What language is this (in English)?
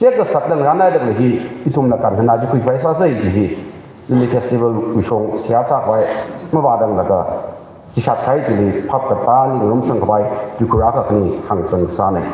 Tangkhul Naga (India)